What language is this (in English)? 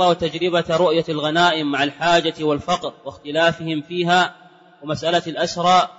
Arabic